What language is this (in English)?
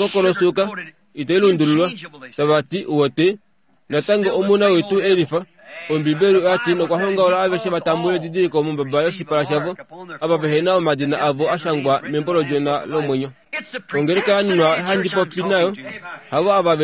Kuanyama